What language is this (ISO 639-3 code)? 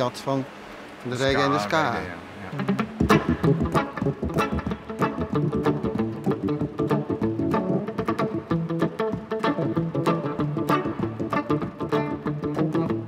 nld